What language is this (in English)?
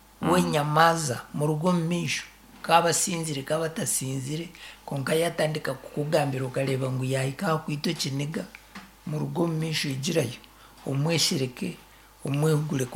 Nyankole